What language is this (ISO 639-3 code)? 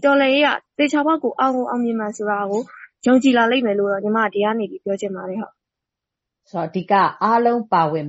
mya